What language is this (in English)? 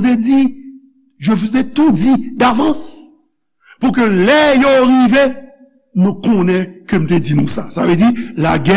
Haitian Creole